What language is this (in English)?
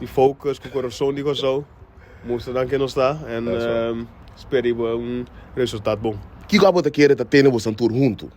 Papiamento